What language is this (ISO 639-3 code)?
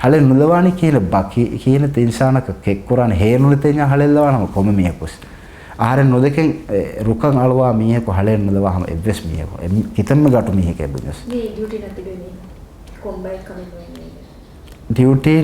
div